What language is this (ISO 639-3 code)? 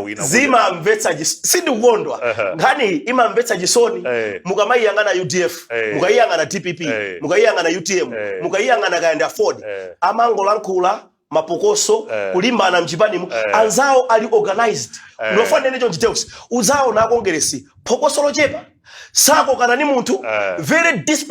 nya